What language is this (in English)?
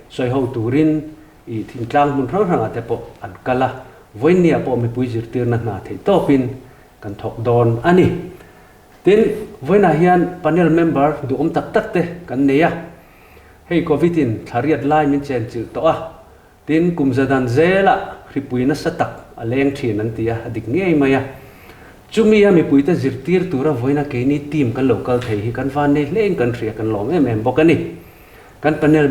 Mizo